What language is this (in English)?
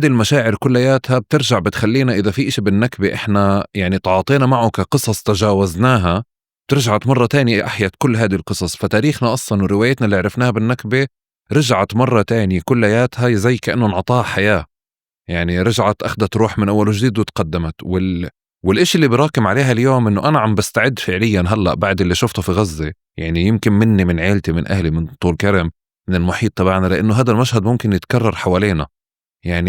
North Levantine Arabic